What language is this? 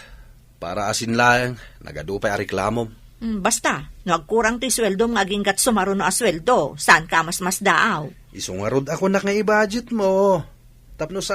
Iloko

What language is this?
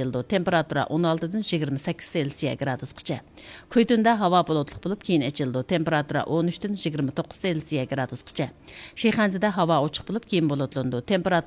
Uyghur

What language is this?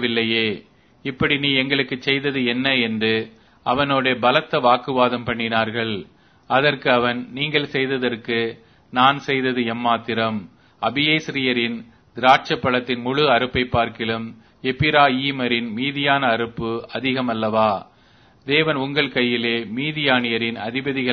Tamil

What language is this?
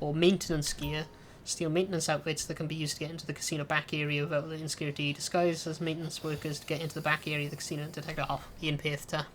Welsh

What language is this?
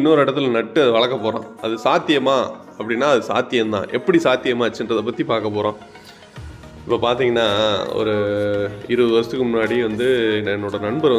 Tamil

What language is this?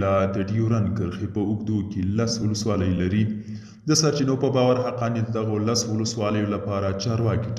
Pashto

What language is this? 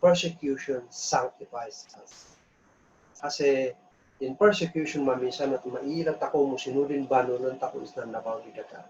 Kankanaey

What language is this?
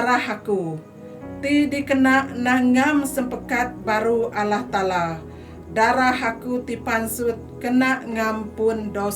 Iban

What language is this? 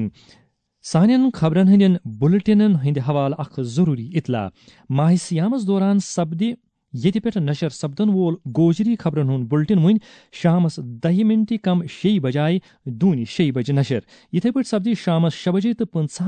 Kashmiri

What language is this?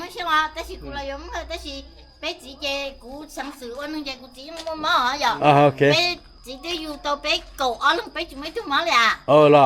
Hmong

